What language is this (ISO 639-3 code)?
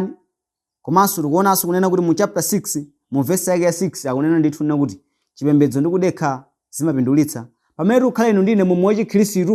nya